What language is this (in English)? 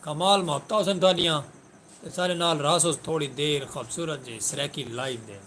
Saraiki